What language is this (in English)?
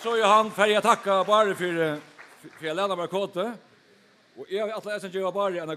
Faroese